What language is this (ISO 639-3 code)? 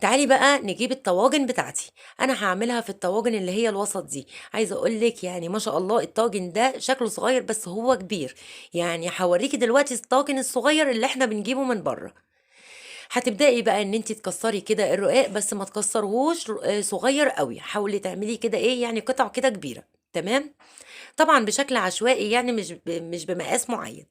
arz